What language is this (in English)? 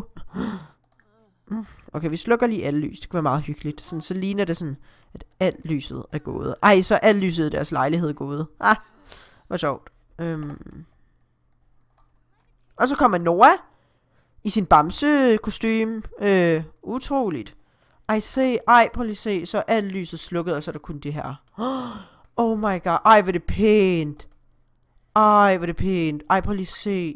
Danish